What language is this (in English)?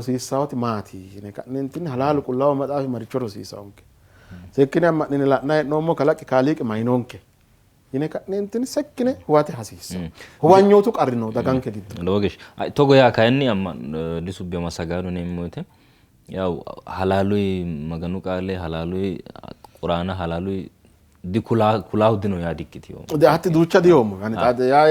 Sidamo